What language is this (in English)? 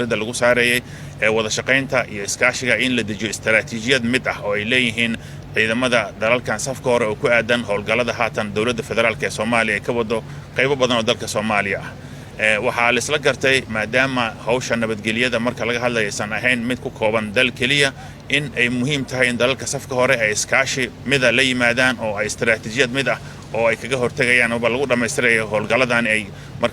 Somali